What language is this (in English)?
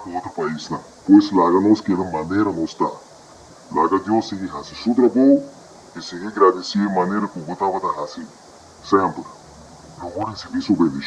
Papiamento